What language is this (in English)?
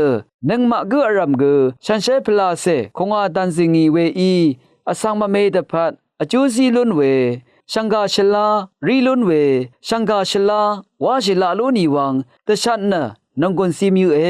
Rawang